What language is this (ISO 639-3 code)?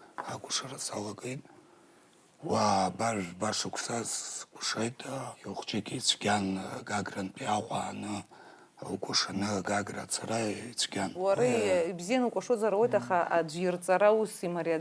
abk